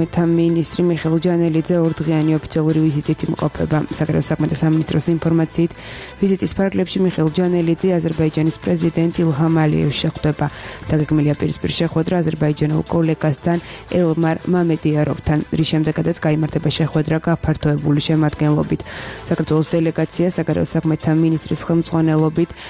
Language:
Georgian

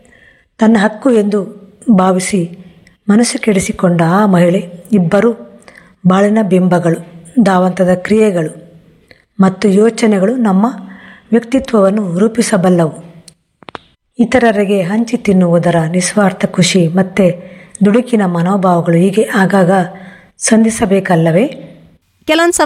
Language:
Kannada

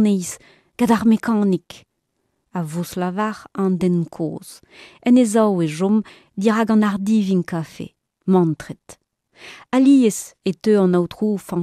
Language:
Breton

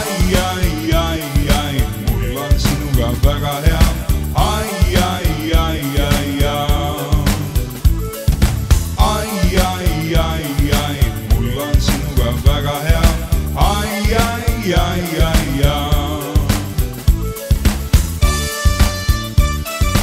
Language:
Estonian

